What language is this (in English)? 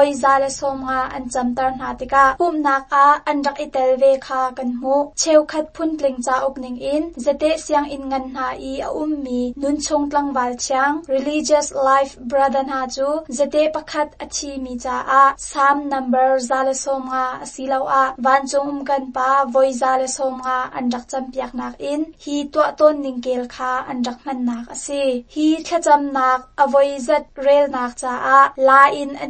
Hakha Chin